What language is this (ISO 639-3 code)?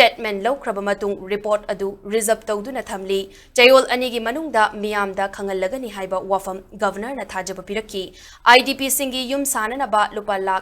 mni